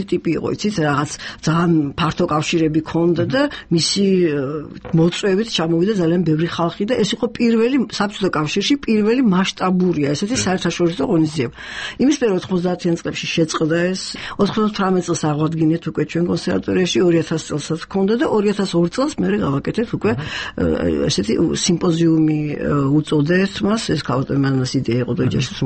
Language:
Georgian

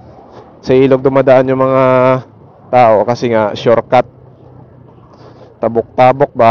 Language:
Filipino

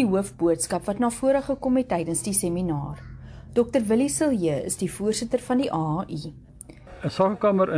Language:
Afrikaans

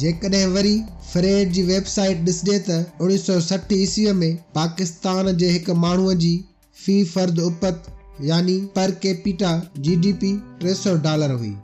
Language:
Sindhi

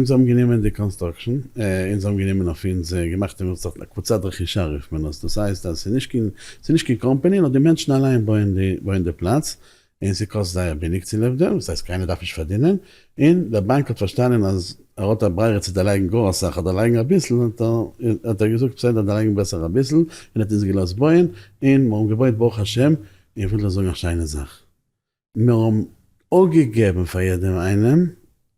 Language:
Yiddish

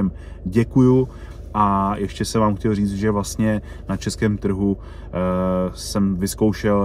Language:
Czech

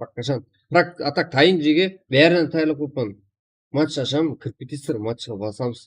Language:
Kara-Kalpak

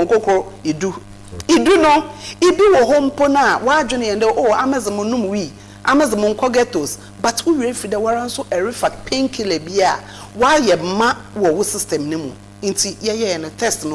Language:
Akan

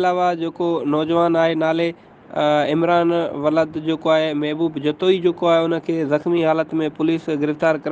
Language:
Sindhi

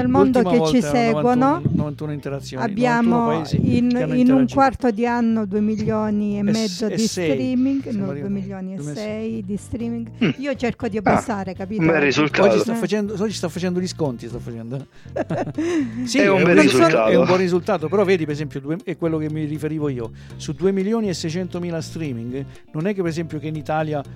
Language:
Italian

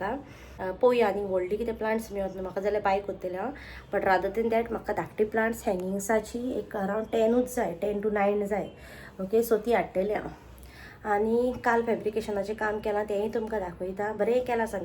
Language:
Konkani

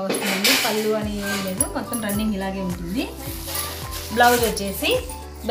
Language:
Telugu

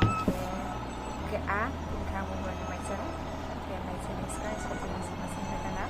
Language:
Riang (India)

